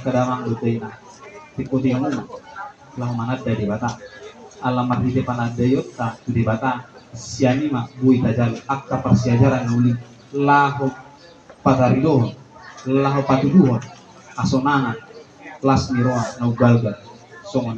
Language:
Batak Toba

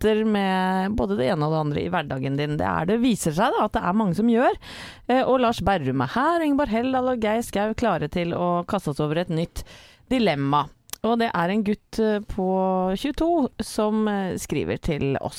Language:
Norwegian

